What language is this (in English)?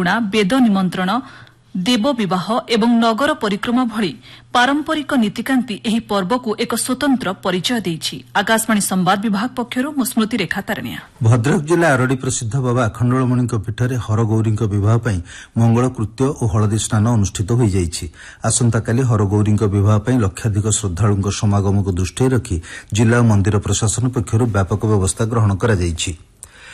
Odia